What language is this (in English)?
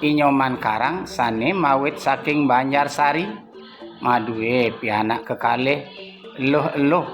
Balinese